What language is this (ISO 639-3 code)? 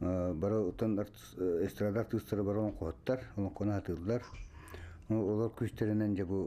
sah